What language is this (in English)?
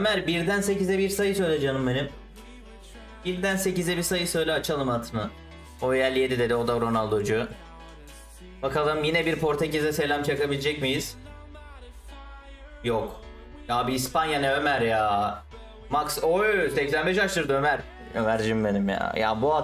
Turkish